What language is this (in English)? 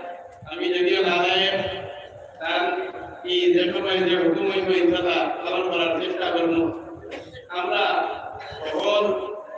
Sylheti